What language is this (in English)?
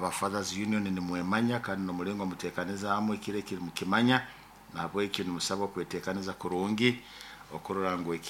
Nyoro